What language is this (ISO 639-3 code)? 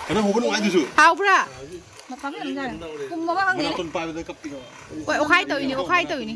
mni